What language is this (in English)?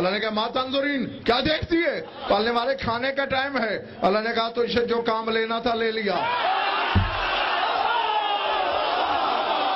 Urdu